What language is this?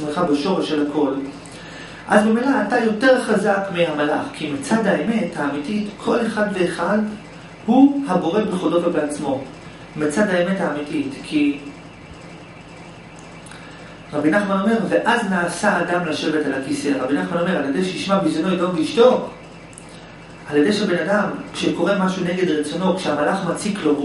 Hebrew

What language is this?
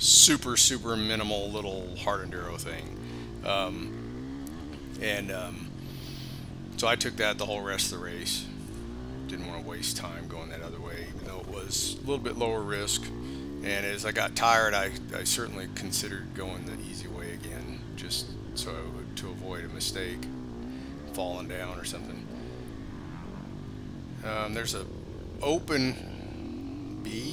English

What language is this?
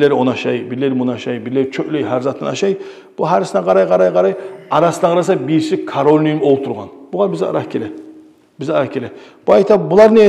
Kumyk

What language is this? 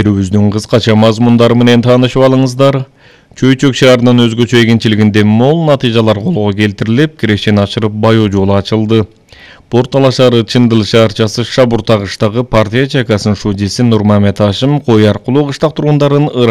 Kyrgyz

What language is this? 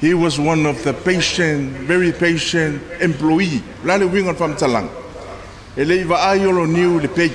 Samoan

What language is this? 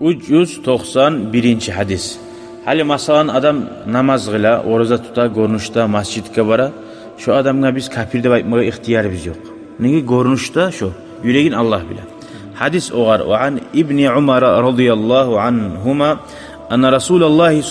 Kumyk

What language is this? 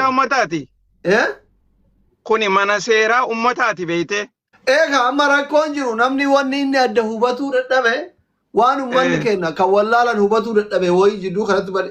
Oromo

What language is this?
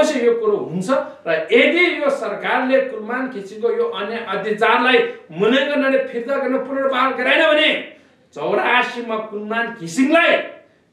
Nepali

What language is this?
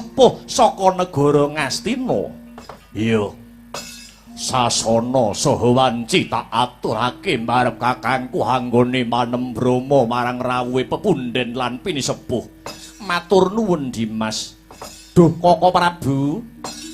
Javanese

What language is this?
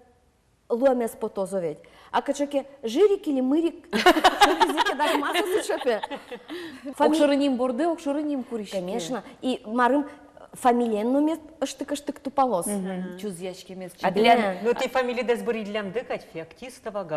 Udmurt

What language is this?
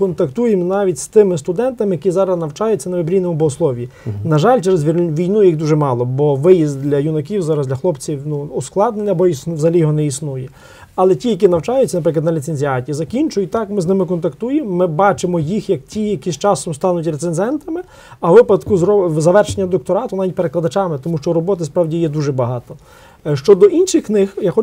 Ukrainian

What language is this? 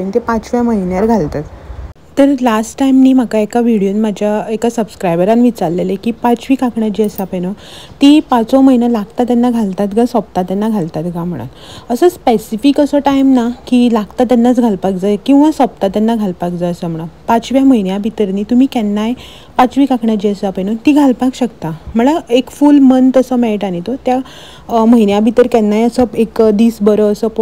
Konkani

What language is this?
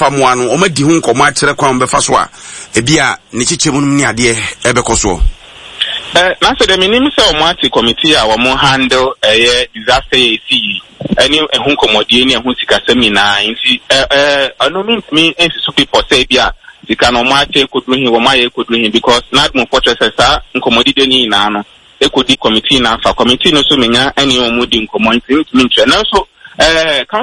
Akan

